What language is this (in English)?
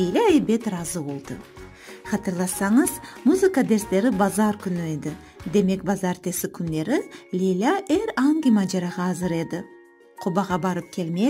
Crimean Tatar